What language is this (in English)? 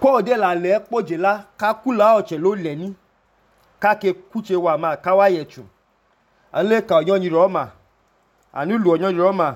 Idoma